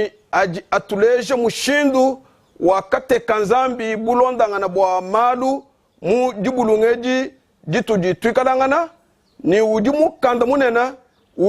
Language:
Luba-Lulua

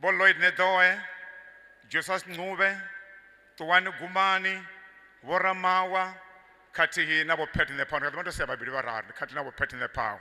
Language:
Venda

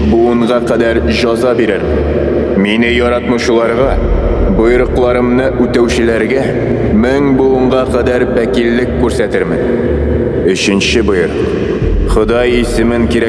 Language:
Tatar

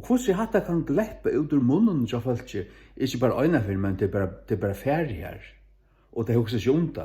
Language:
Faroese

